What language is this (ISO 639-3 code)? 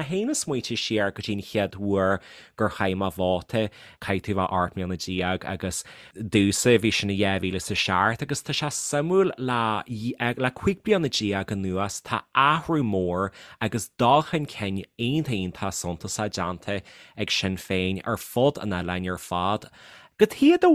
gle